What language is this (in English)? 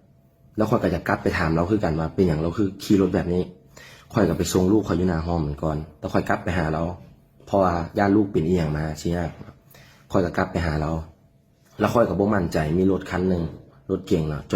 Lao